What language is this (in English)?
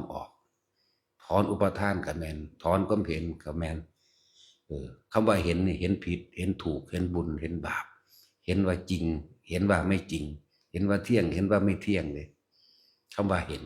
Northeastern Thai